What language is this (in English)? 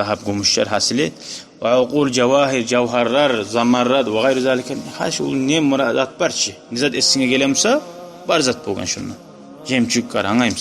Kumyk